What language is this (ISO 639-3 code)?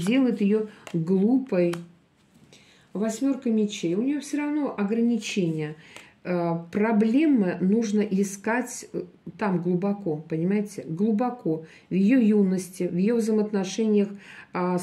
rus